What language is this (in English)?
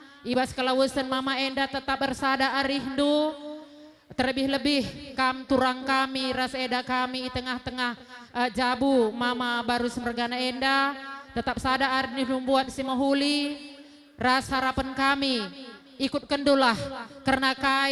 Batak Karo